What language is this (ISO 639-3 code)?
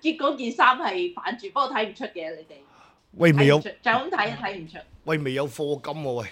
yue